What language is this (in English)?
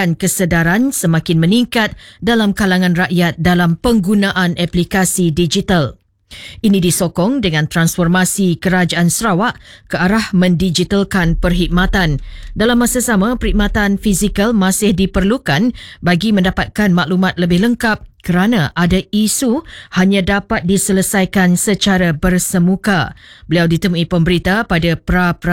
Malay